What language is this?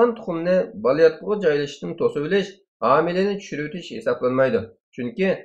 Uyghur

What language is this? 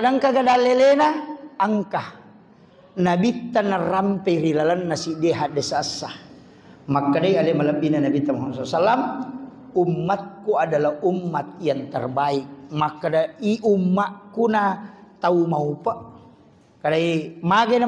Buginese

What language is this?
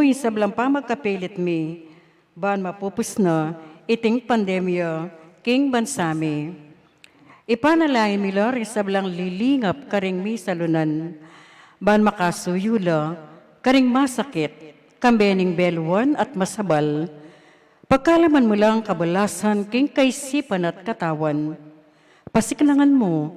Pampanga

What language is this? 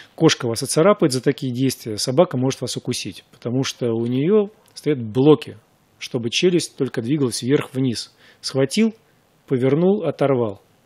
Russian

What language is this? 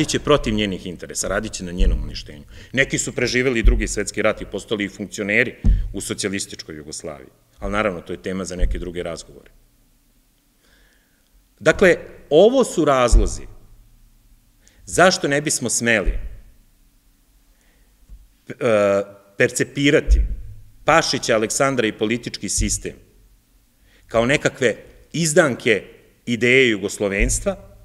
Serbian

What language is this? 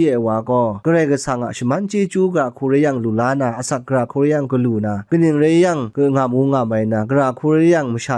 Kachin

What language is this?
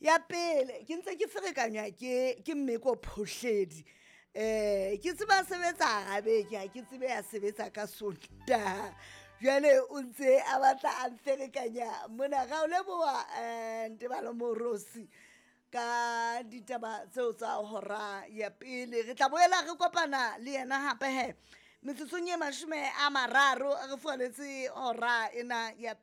Southern Sotho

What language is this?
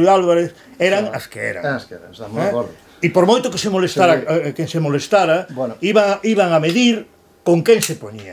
Galician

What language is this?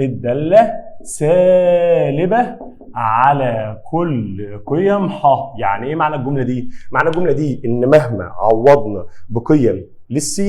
Egyptian Arabic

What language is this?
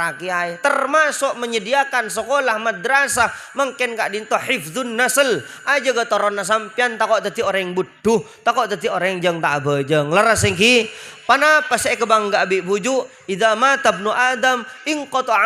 Madurese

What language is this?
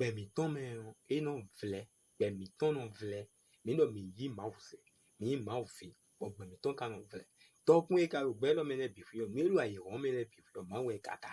Fon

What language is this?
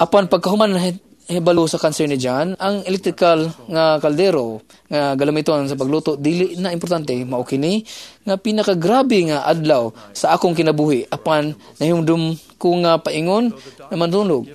Cebuano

